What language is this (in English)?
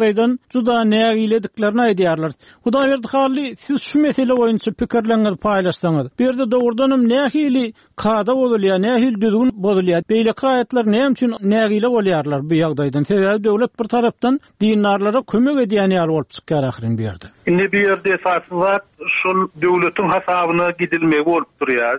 Turkmen